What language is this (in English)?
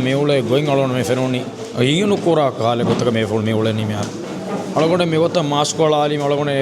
Divehi